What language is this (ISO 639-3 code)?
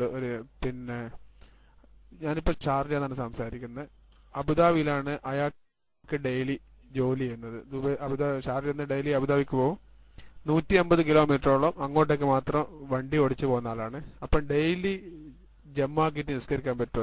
mal